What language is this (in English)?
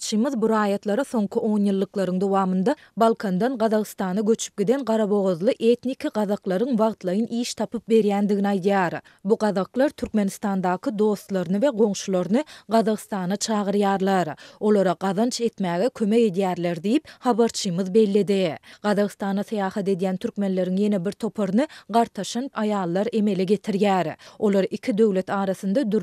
Turkmen